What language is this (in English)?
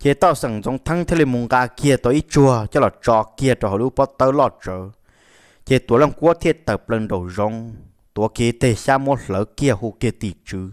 Hmong